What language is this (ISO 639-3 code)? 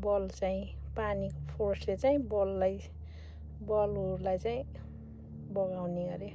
nep